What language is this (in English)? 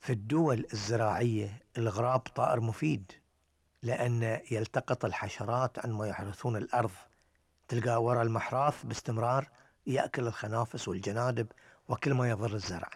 Gulf Arabic